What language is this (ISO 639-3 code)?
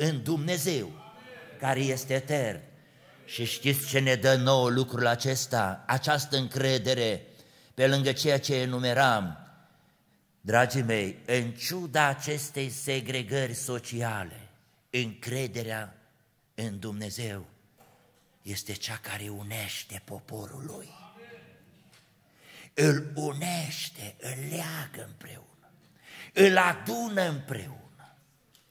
ron